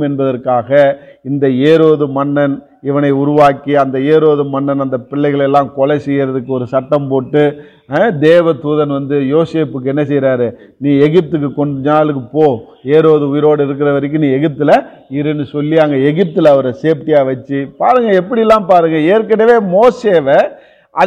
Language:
Tamil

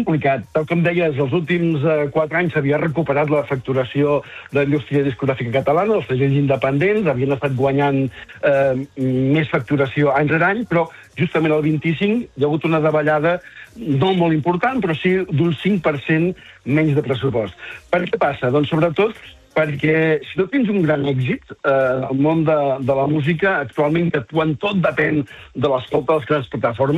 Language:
Catalan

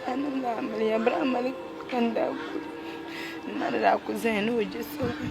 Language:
Dagbani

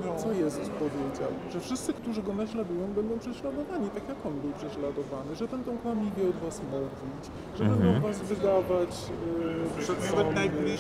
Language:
Polish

